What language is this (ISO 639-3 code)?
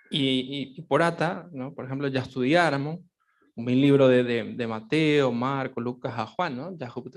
grn